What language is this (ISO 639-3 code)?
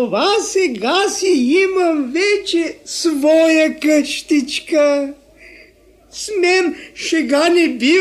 bul